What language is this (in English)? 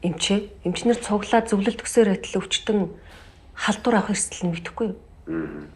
Mongolian